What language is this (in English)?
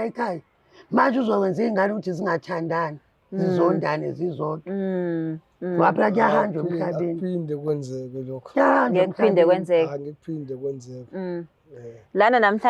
Zulu